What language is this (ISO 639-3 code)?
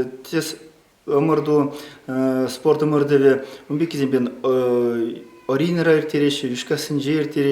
chv